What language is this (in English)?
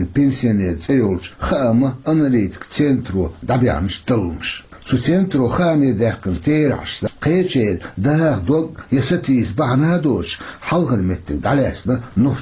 Chechen